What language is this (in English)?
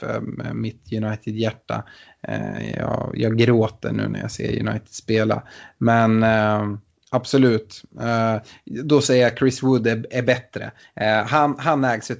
Swedish